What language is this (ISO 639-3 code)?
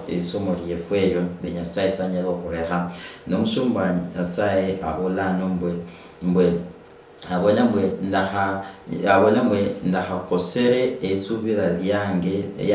luy